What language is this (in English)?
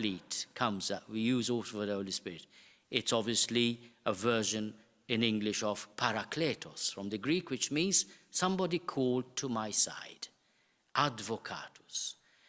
English